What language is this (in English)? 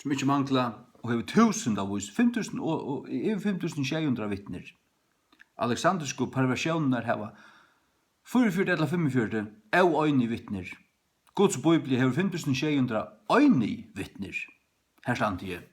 Faroese